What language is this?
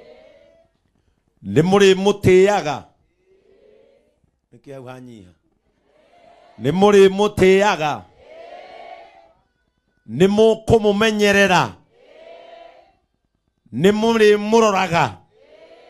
Kikuyu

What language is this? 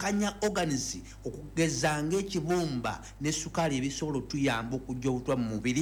Ganda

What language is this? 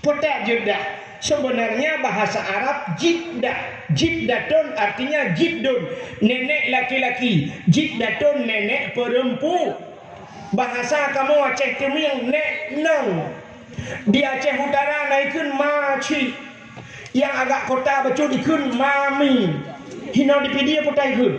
Achinese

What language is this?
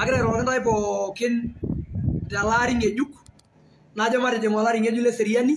Masai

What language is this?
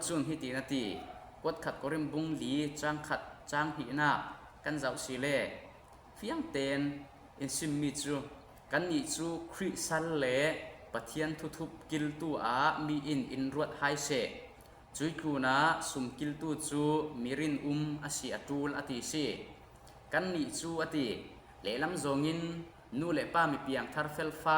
Falam Chin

